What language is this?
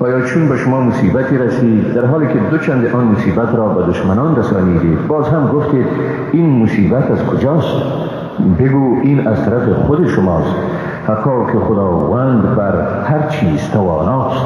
Persian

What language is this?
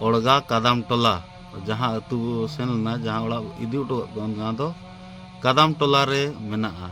Santali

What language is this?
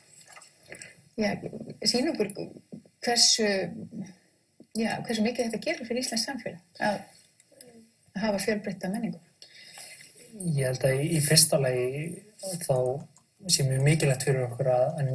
Icelandic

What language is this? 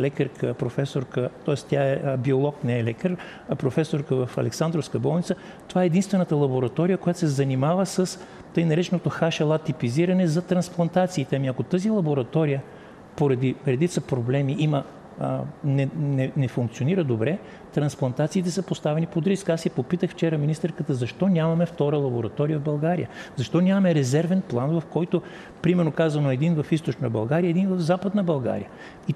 Bulgarian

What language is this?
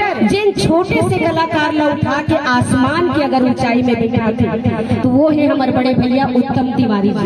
Chhattisgarhi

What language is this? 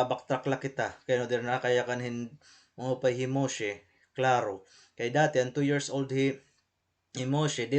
Waray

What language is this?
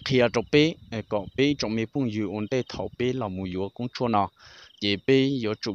Hmong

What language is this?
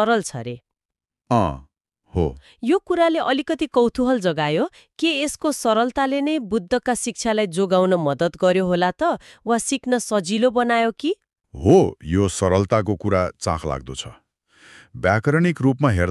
Nepali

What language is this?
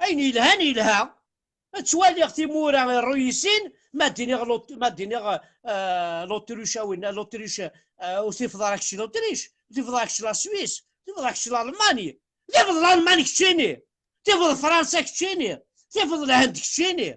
Kabyle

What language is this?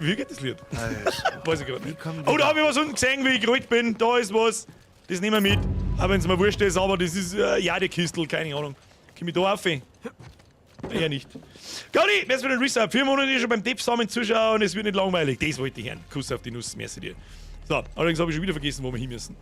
Bavarian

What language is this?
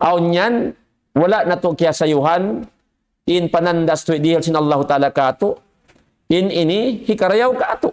Tausug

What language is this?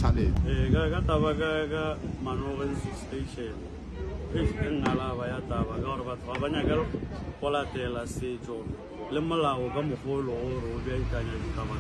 Northern Sotho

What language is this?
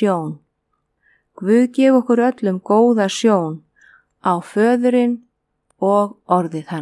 Icelandic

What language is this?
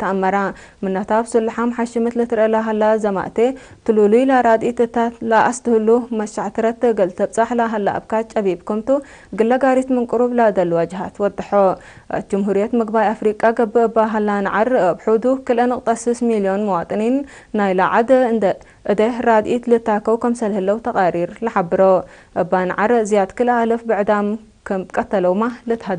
Tigre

